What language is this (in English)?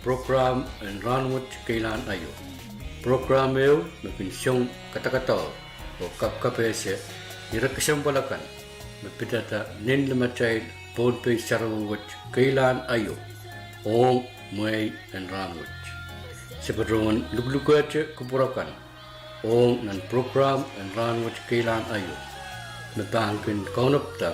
Pohnpeian